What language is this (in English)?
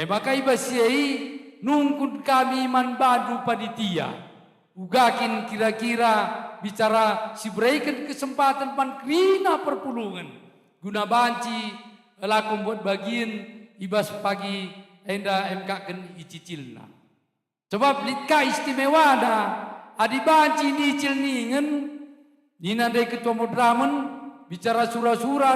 Batak Karo